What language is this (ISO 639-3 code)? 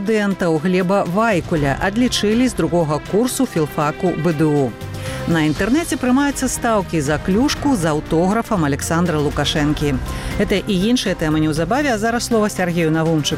bel